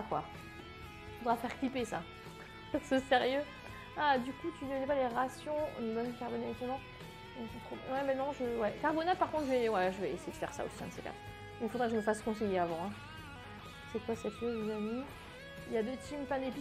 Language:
French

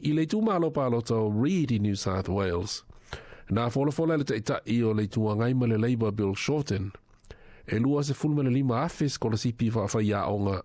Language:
Samoan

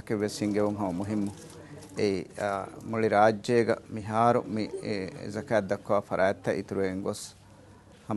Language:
Divehi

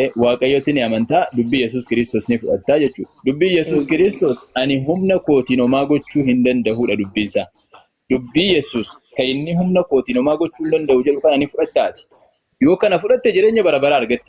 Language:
Oromo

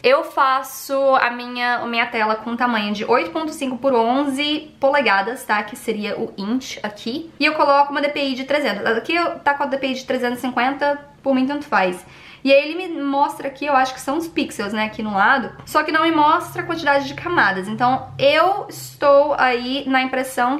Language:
Portuguese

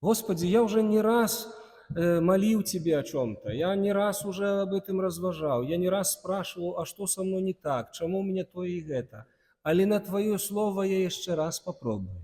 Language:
Belarusian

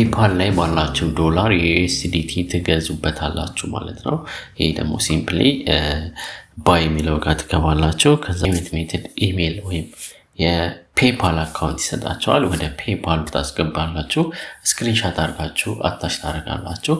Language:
Amharic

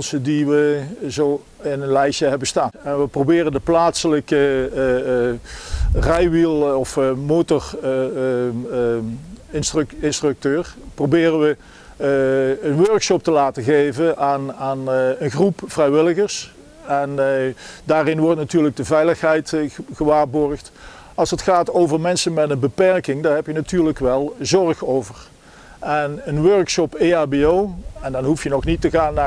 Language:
Dutch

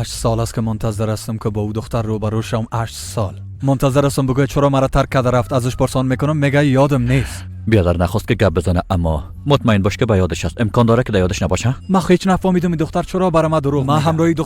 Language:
Persian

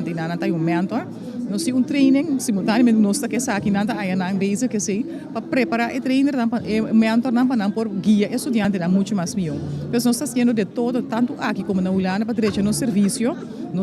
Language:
Papiamento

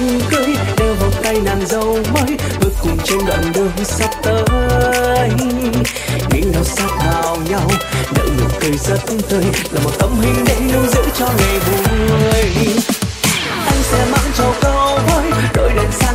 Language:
Vietnamese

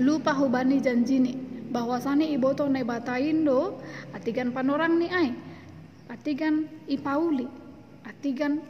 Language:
Batak Simalungun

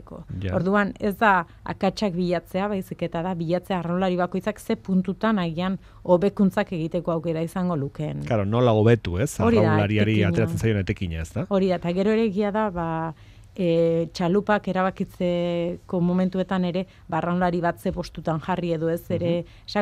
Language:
Basque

